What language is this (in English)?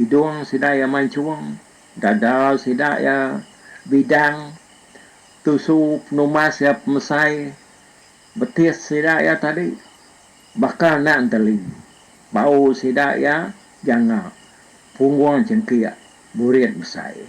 Iban